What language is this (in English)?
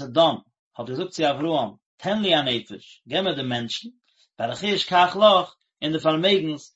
Yiddish